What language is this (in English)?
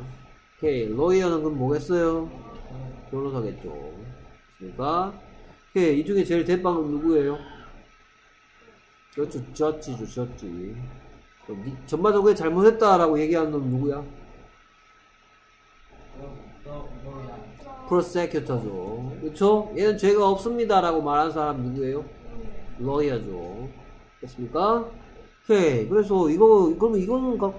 Korean